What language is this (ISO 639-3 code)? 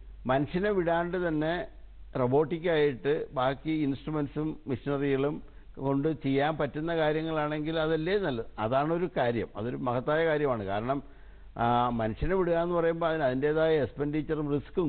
mal